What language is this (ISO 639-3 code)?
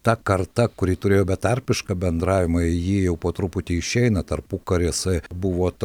lit